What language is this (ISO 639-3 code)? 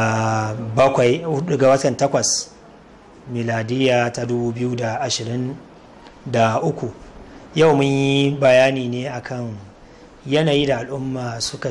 hau